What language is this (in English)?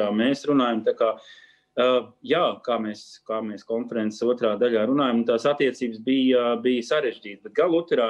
Latvian